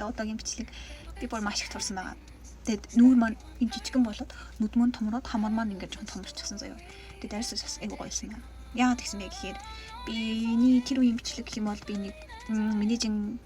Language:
Mongolian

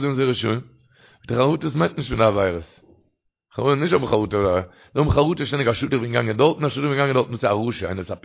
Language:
Yiddish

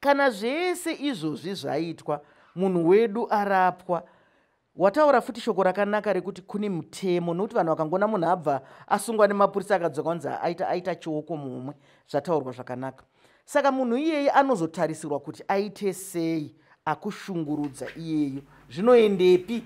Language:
Shona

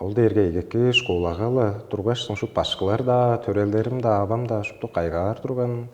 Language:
Tuvinian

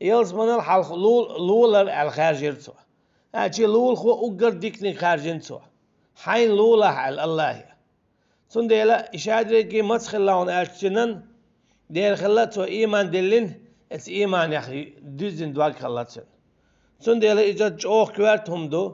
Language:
Chechen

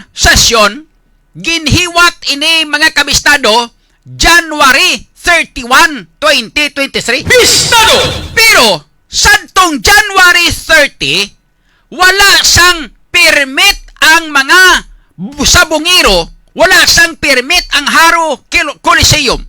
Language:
Hiligaynon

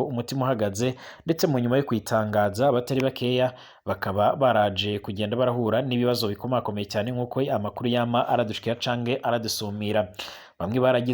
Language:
Rundi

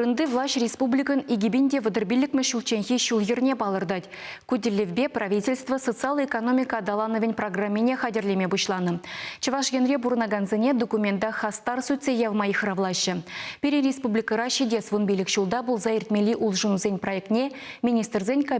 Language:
Chuvash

